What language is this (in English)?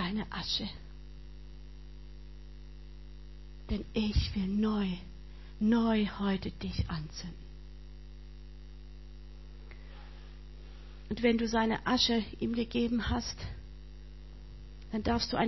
German